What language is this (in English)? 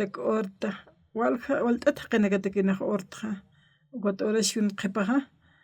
Aymara